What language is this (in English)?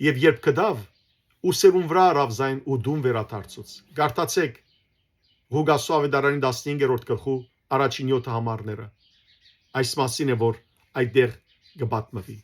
Western Armenian